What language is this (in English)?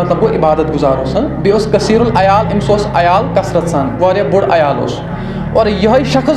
Kashmiri